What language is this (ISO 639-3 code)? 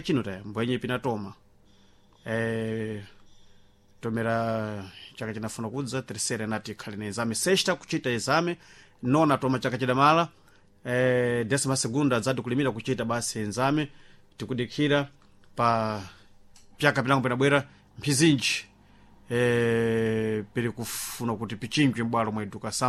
seh